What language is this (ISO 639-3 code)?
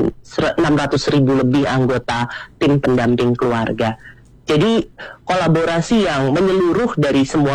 ind